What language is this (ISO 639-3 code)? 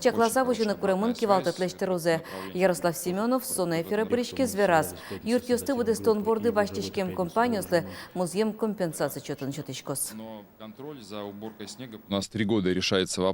udm